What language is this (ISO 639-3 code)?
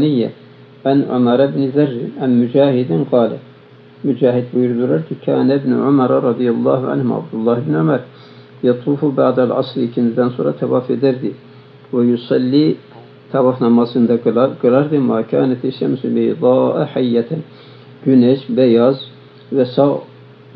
tur